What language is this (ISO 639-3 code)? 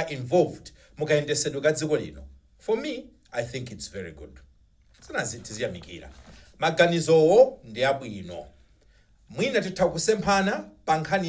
nya